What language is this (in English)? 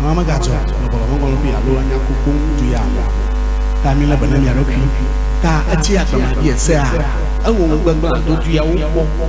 Ewe